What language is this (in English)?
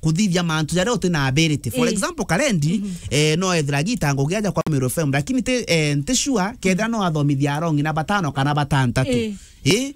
Meru